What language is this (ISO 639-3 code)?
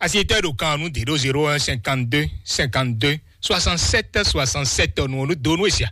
fon